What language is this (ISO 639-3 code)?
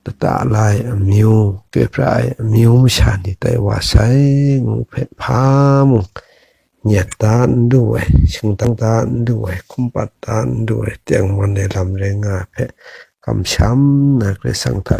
kac